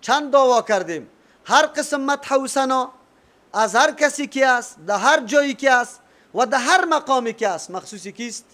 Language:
Persian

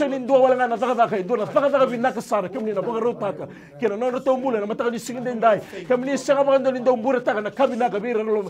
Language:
Fijian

